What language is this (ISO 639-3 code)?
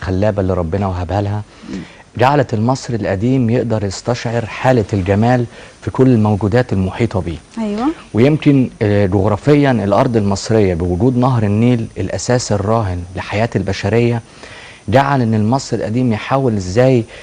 arz